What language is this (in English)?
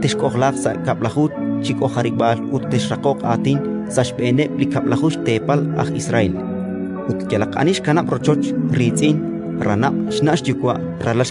Kekchí